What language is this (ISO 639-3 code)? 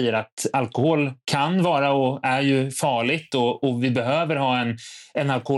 swe